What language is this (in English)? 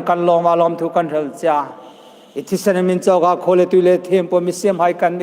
Hmar